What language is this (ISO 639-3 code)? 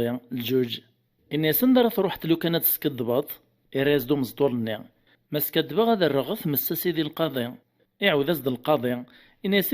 kab